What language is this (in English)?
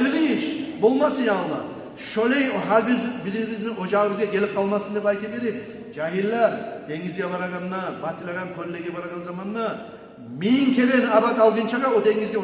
Kumyk